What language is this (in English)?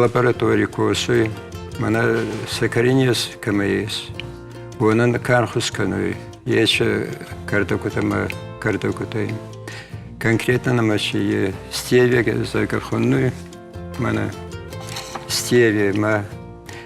Ossetic